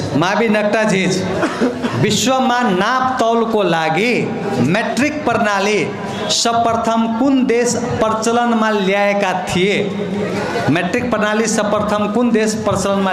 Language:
Nepali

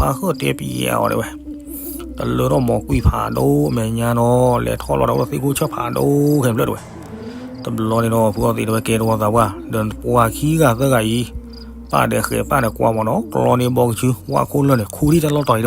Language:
S'gaw Karen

